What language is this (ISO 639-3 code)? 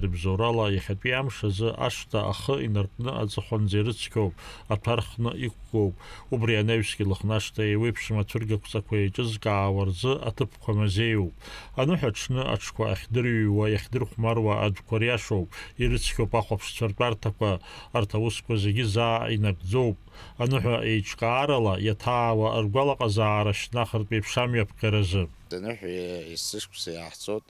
abk